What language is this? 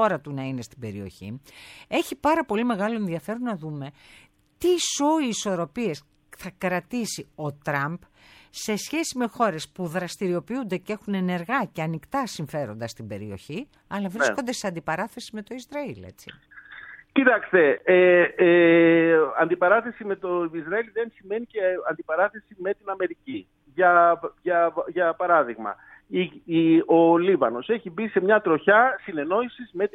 Greek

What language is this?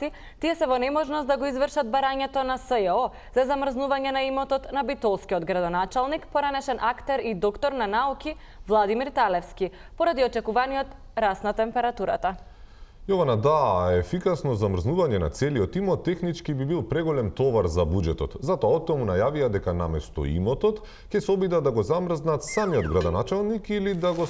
Macedonian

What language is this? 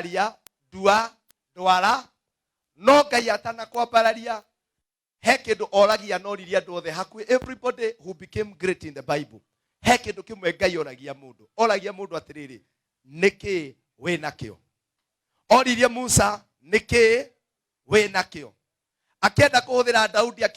Kikuyu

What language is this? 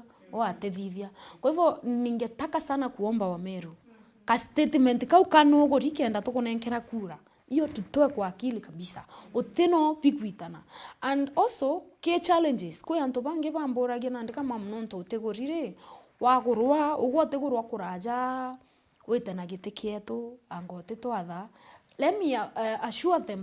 Meru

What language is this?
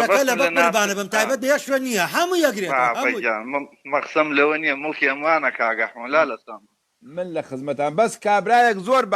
Central Kurdish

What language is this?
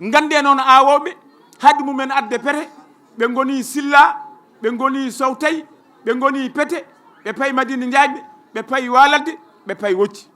Fula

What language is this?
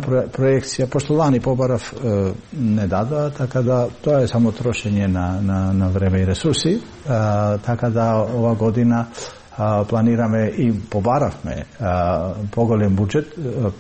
Macedonian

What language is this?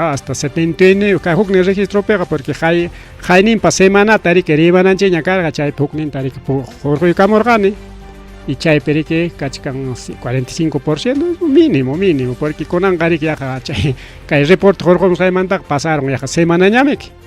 Ayacucho Quechua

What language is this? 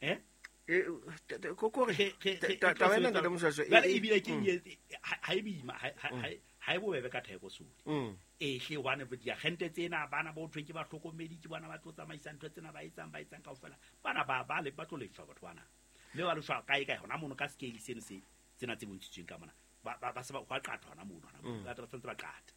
Southern Sotho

